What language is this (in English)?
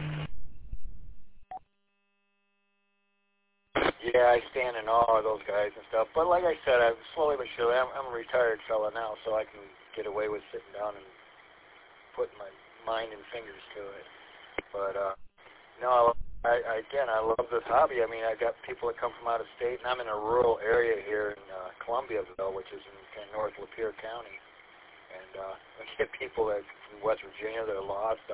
English